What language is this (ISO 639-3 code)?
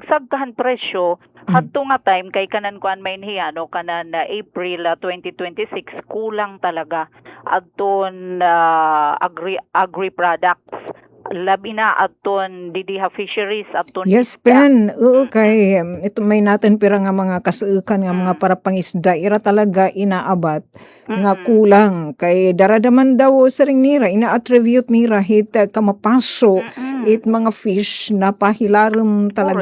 war